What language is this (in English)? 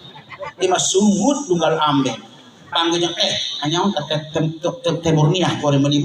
Sundanese